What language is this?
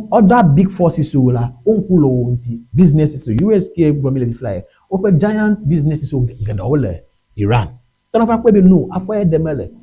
Ewe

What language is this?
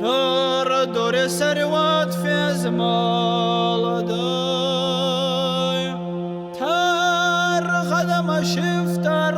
Ossetic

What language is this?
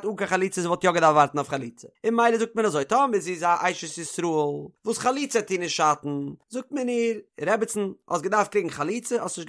Yiddish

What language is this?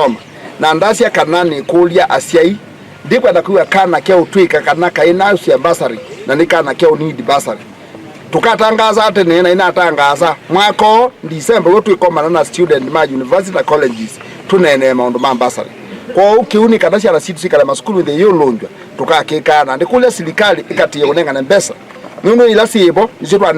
Kamba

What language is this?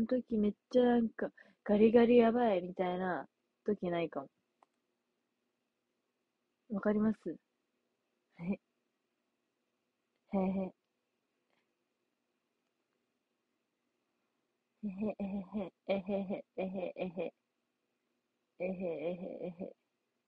Japanese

